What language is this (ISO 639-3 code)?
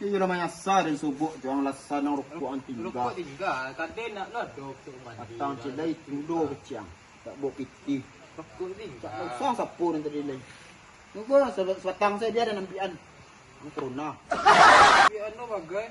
min